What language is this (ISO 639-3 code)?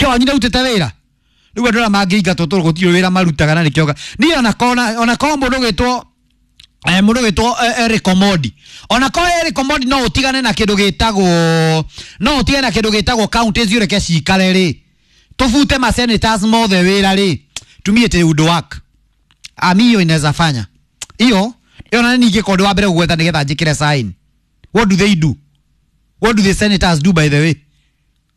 kik